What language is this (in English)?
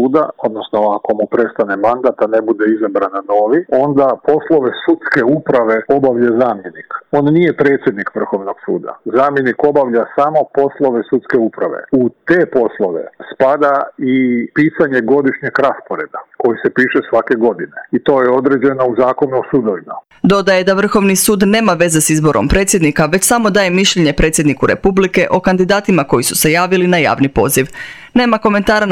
Croatian